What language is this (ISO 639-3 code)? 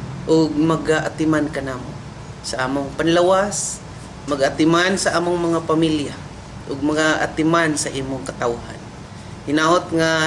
ceb